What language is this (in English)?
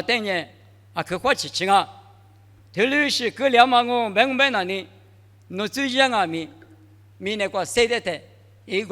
Lisu